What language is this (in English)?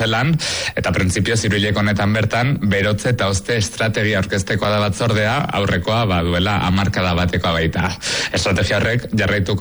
Basque